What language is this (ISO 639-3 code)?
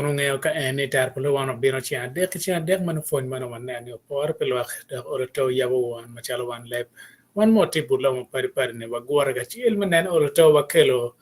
ach